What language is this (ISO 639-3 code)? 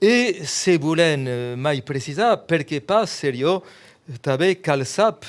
oci